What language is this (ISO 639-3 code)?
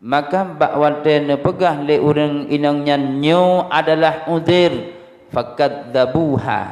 ace